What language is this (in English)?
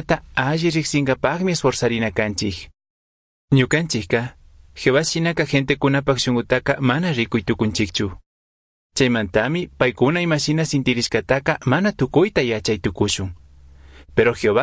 Chimborazo Highland Quichua